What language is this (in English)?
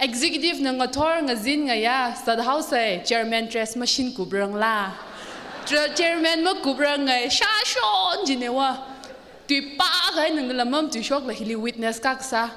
Tangkhul Naga (India)